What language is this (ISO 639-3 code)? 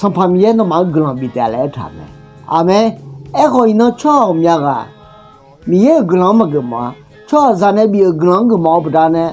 ahk